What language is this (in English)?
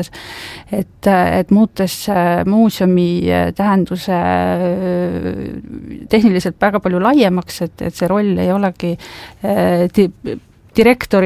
Estonian